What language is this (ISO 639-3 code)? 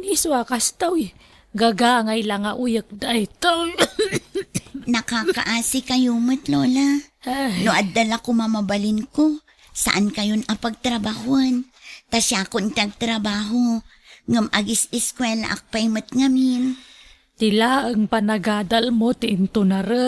ilo